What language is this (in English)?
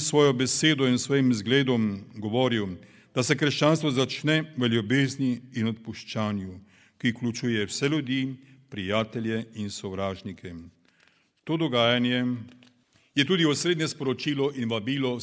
Slovenian